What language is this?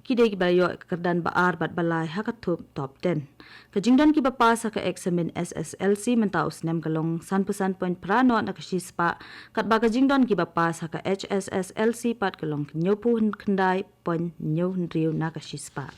Khasi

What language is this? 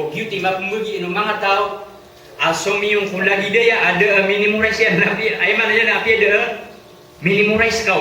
Maranao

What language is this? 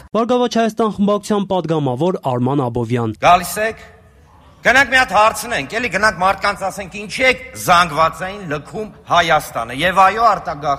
Armenian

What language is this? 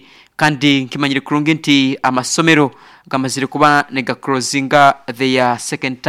Nyoro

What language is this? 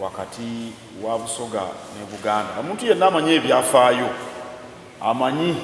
Soga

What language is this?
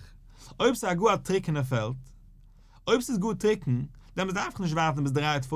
Yiddish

